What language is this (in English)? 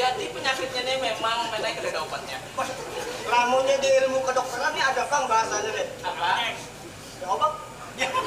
Banjar